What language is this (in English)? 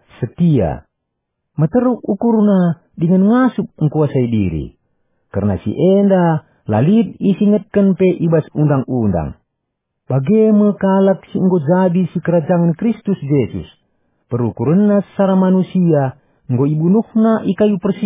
Batak Karo